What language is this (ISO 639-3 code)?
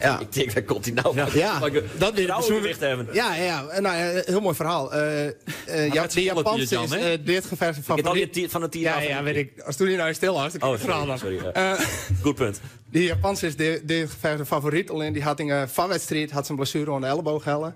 fry